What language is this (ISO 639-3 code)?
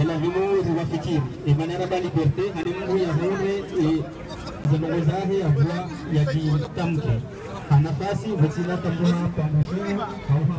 zdj